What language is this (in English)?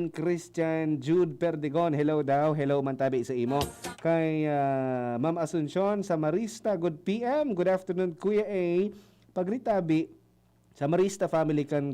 Bikol